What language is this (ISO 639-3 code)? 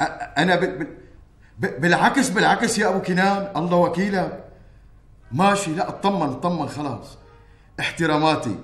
apc